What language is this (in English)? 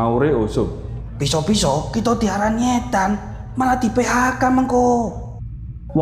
Javanese